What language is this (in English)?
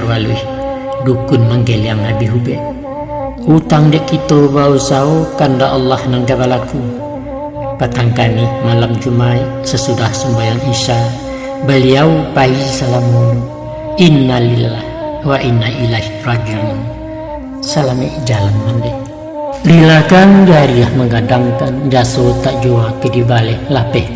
Minangkabau